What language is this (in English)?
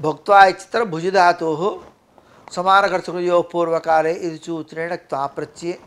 Sanskrit